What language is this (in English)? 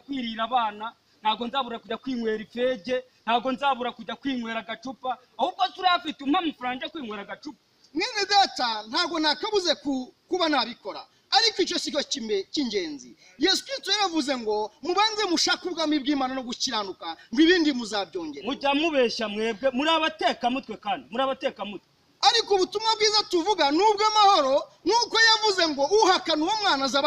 Kinyarwanda